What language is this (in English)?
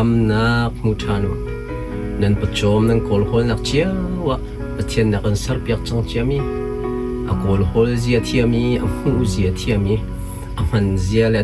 Hakha Chin